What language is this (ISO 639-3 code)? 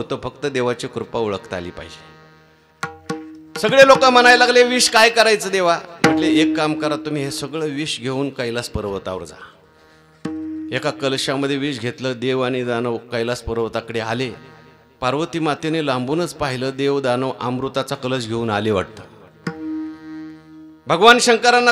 mar